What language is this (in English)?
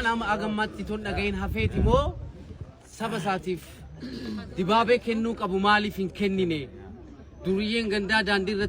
Oromo